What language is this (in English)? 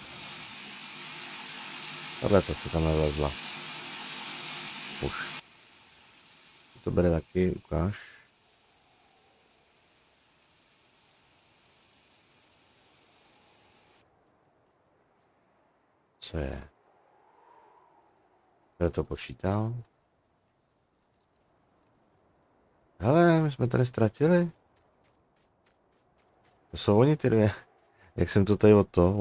Czech